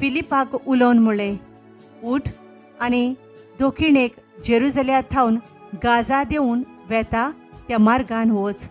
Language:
Konkani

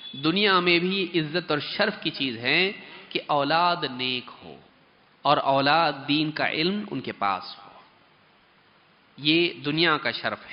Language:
Urdu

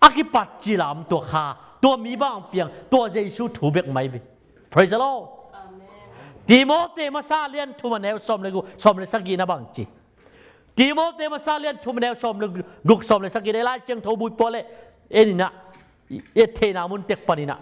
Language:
Tedim Chin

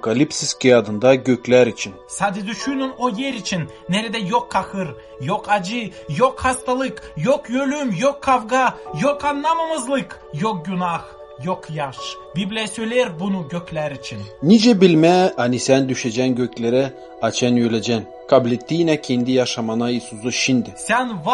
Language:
Gagauz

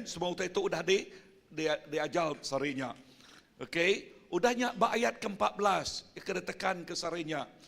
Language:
Iban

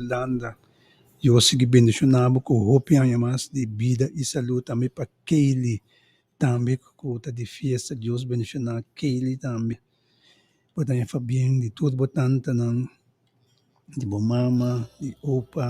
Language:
Papiamento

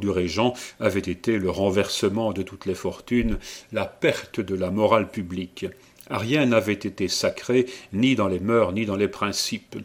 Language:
French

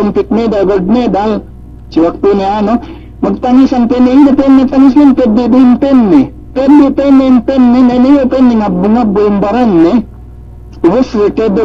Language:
Yakan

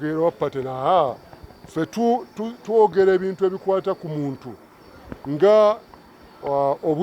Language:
Ganda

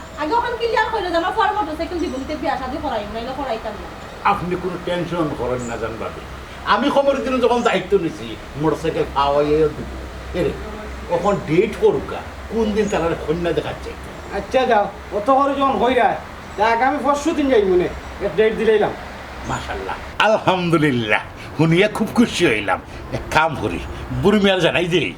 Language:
Sylheti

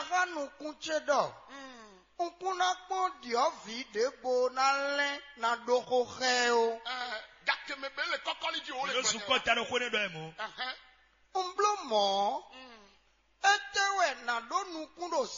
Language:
Fon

